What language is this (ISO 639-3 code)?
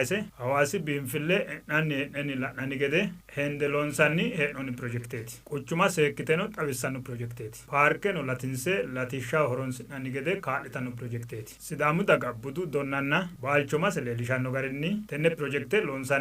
sid